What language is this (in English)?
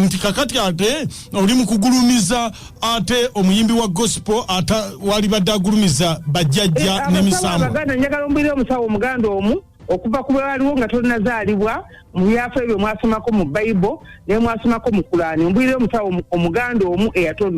Ganda